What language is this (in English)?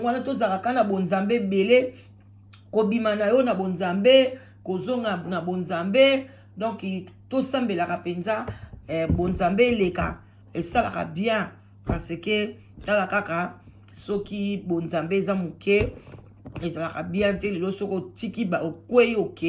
Lingala